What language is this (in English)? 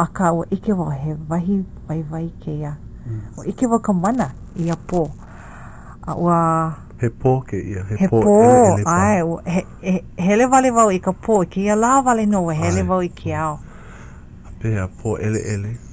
Hawaiian